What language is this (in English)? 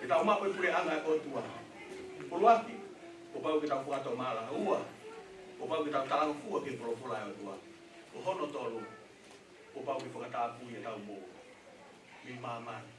Tongan